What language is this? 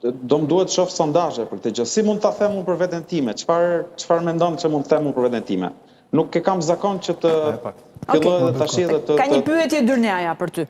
Albanian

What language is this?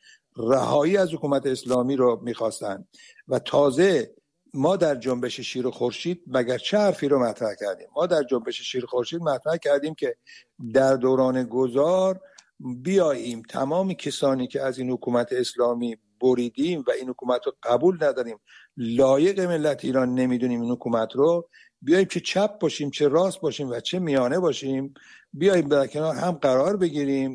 Persian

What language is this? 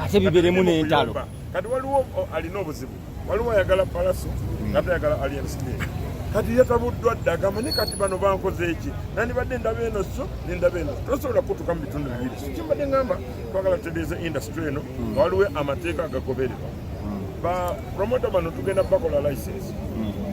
Ganda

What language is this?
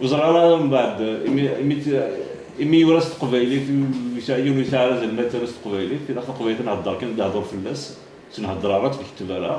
Kabyle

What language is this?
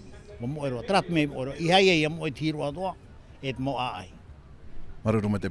Tahitian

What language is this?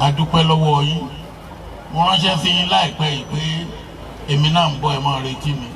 Yoruba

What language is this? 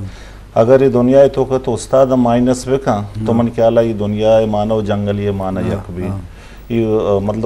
Baluchi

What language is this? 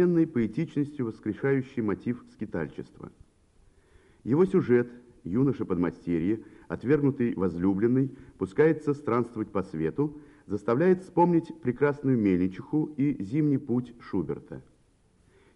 Russian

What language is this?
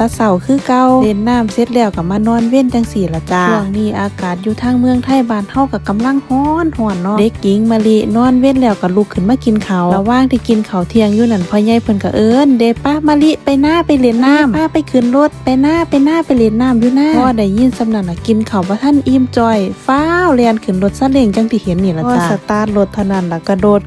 Northeastern Thai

